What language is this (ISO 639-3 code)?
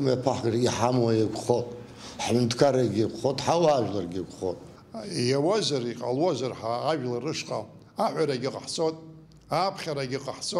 abk